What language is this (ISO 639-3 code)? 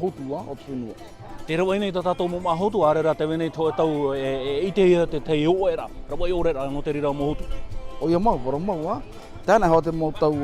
tah